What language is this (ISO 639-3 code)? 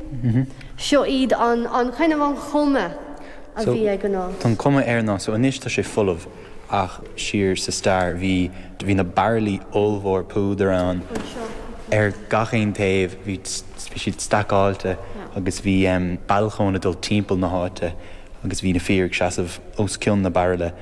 gle